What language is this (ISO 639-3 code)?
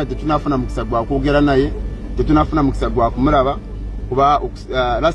lug